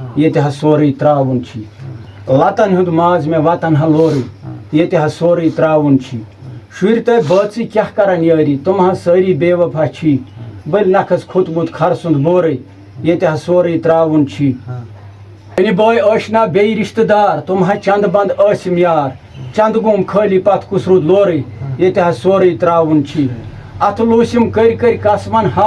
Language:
Kashmiri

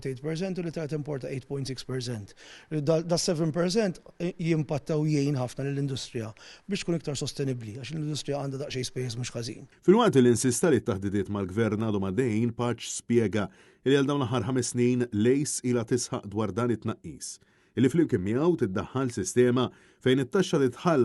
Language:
Maltese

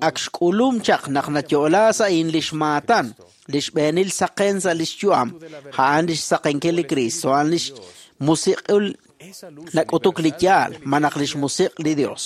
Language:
Kekchí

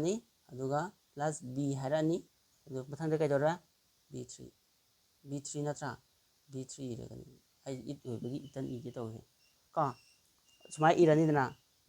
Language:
Manipuri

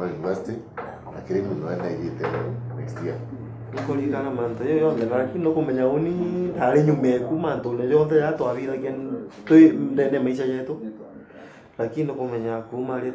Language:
Meru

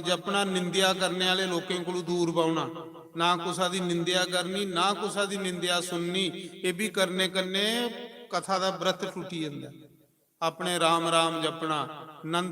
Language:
Dogri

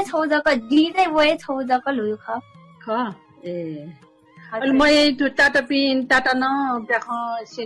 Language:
Newari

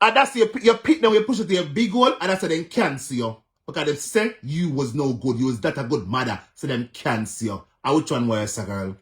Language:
Jamaican Creole English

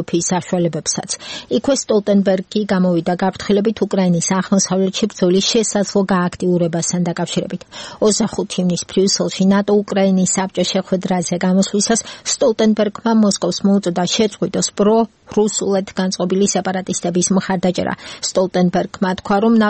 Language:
Georgian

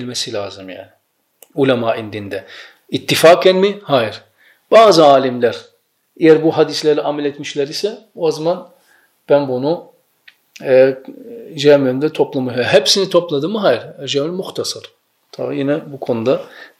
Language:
Turkish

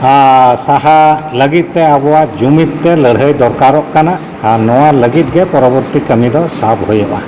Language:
Santali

